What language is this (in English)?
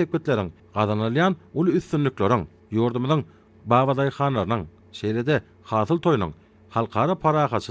Turkmen